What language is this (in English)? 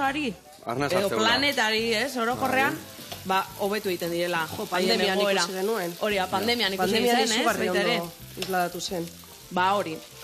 Basque